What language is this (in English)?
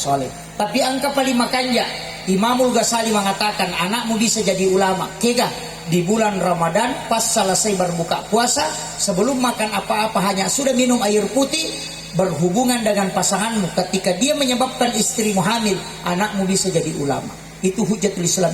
Buginese